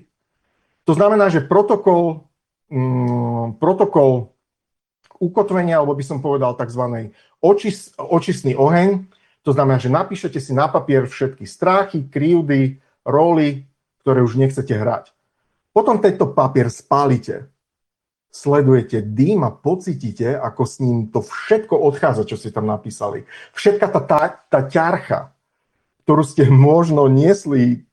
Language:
Slovak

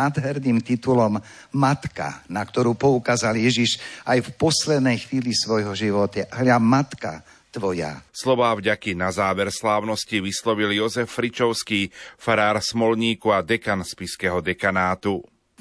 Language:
Slovak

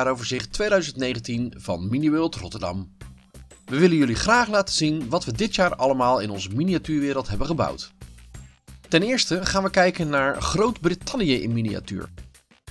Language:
Dutch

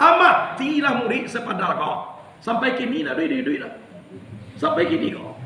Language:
Minangkabau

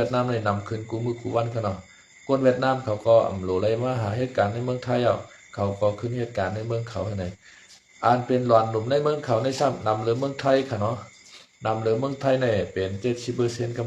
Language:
Shan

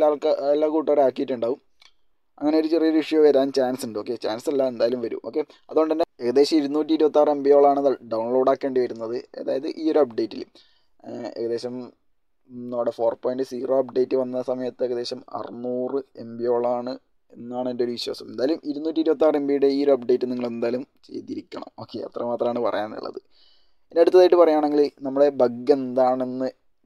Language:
Malayalam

